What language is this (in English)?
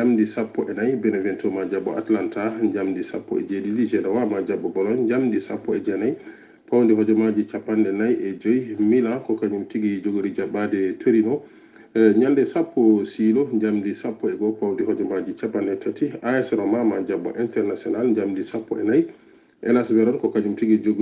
Fula